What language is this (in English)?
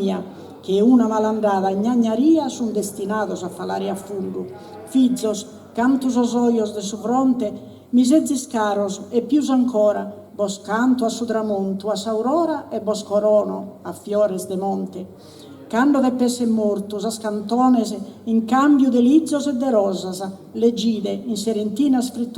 Sardinian